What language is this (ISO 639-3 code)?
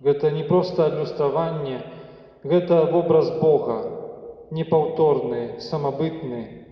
bel